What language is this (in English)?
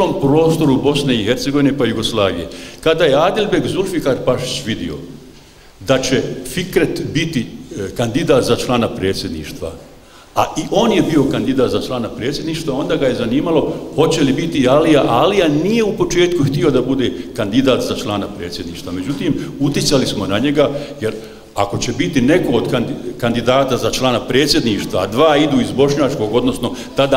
Bosnian